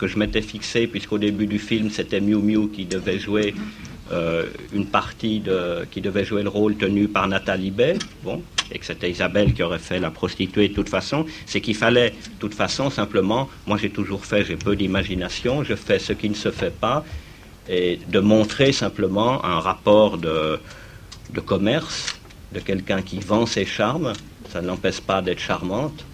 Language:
French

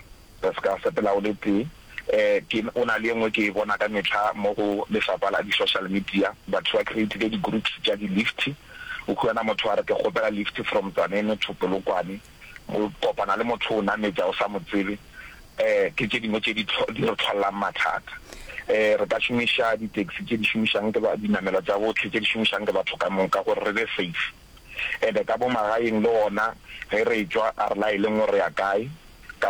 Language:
Northern Sotho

